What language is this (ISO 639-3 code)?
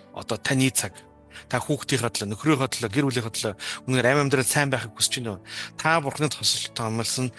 mon